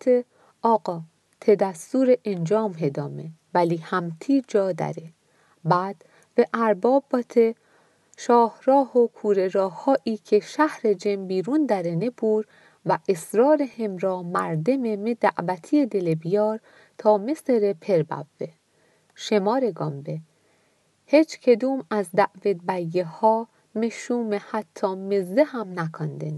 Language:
Mazanderani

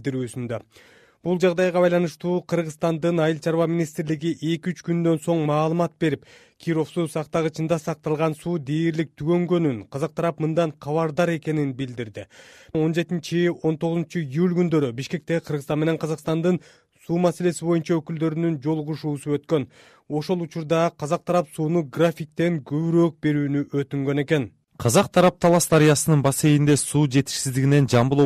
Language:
Kyrgyz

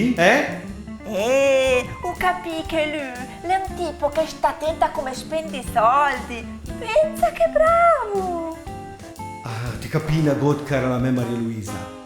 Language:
Lombard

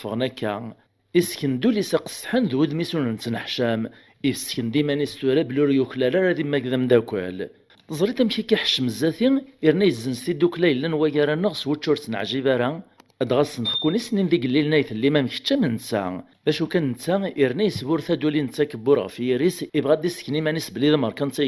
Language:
Kabyle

